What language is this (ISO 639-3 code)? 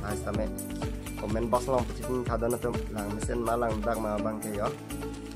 mjw